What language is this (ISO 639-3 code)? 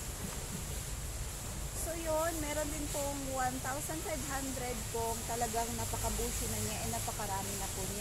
fil